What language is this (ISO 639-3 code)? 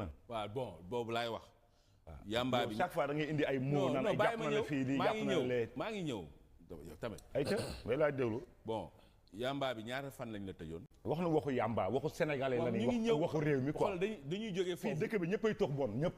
wol